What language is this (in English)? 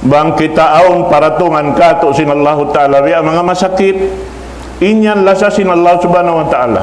Tausug